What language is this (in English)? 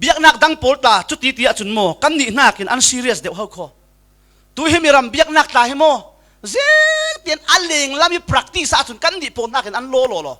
Falam Chin